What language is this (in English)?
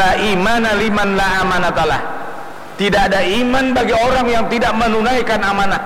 Banjar